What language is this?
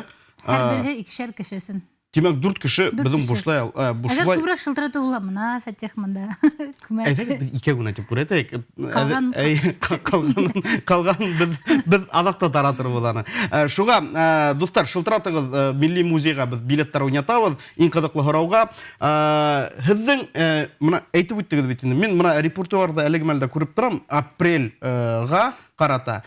Bashkir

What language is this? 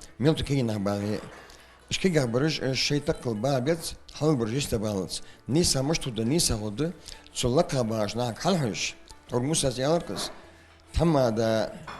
Ingush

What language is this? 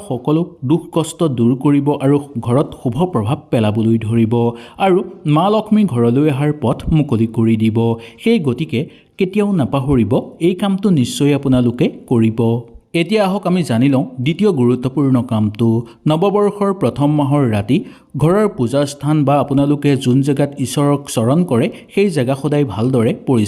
Assamese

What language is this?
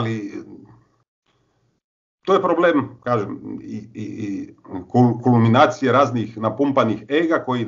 Croatian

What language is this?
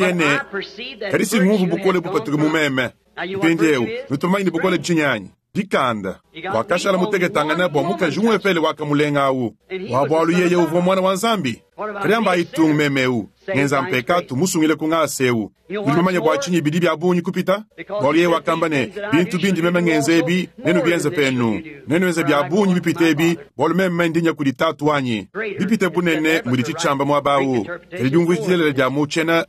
Luba-Lulua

